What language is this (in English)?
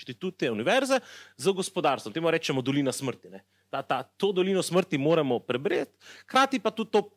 Slovenian